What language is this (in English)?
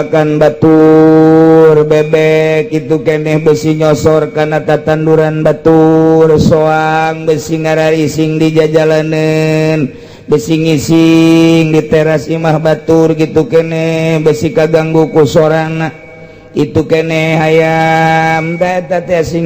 Sundanese